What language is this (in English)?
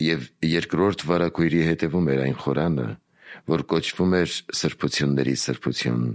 Armenian